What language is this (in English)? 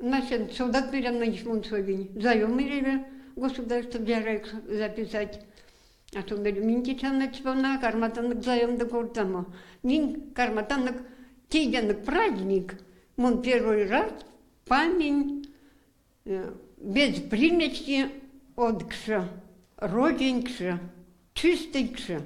Erzya